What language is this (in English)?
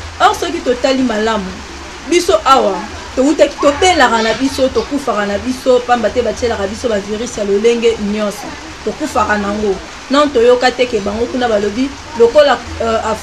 Lingala